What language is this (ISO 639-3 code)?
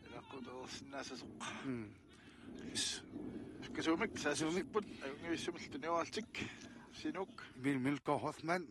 kal